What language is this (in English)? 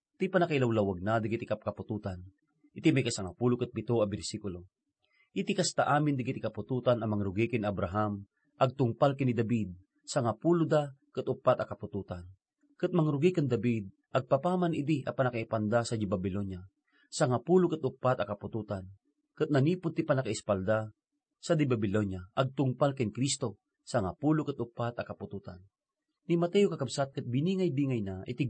Iloko